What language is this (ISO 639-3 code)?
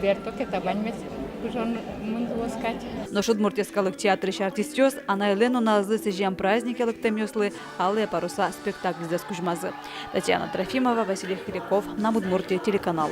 udm